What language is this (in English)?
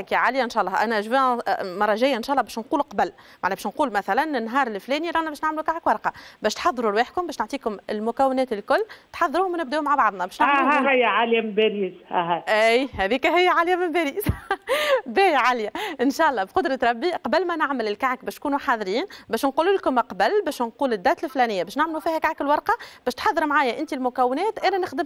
Tunisian Arabic